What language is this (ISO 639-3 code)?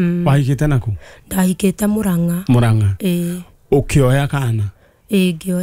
kik